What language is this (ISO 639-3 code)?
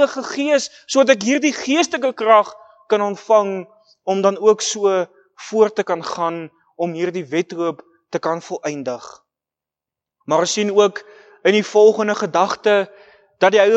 afr